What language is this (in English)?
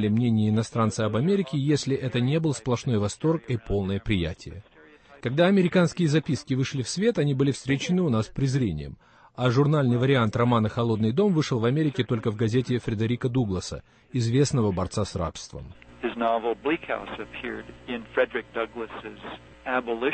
Russian